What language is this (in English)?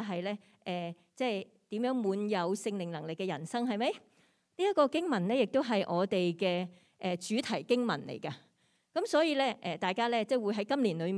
Cantonese